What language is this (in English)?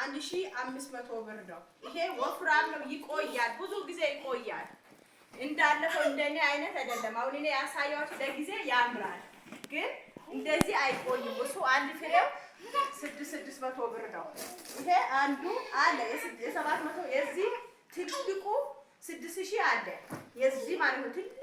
Amharic